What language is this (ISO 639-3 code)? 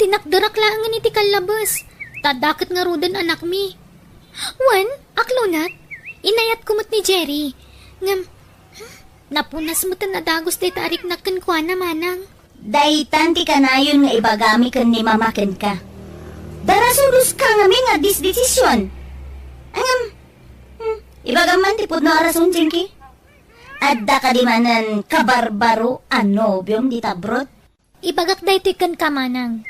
ilo